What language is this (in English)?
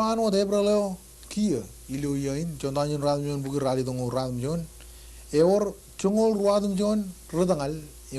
Marshallese